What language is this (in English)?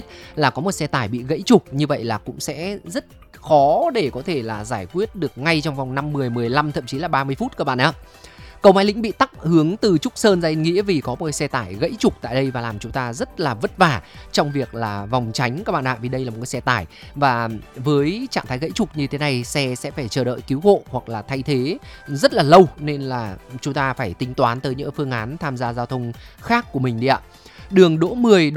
Vietnamese